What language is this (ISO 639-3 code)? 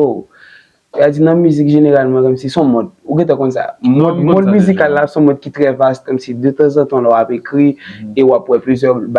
hat